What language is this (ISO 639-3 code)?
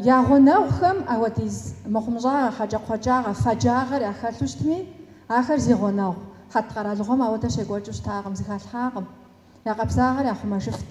kbd